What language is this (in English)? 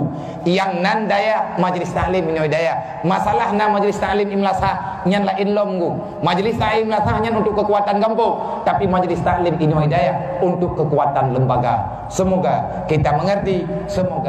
Achinese